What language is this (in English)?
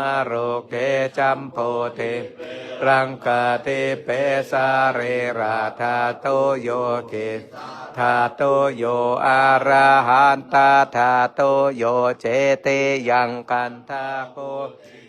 Pali